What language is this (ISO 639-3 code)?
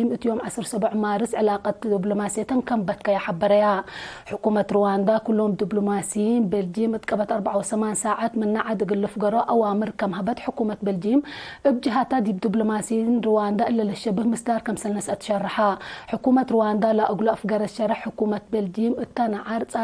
tig